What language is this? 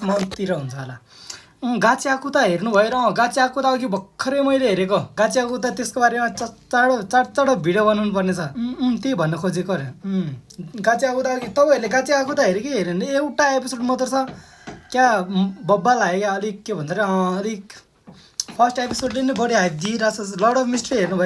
Nepali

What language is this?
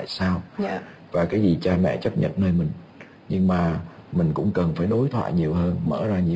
Vietnamese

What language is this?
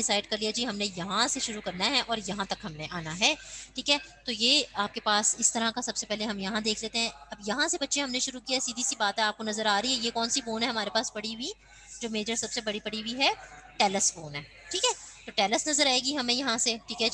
Hindi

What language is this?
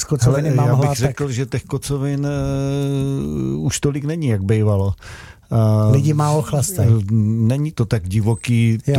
Czech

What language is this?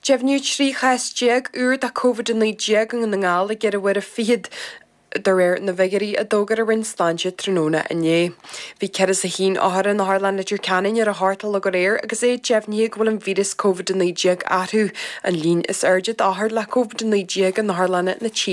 Irish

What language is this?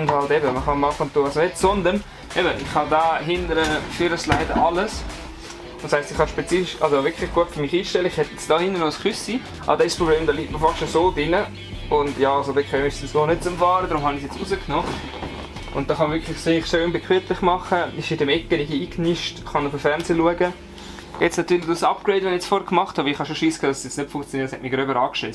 Swiss German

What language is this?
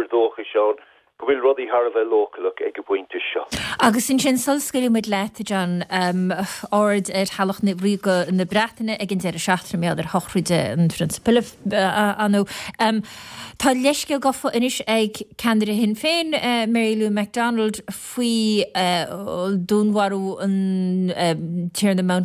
Irish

